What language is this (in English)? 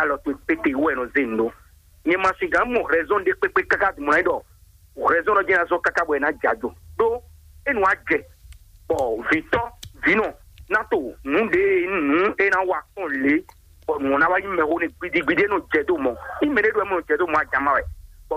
Fon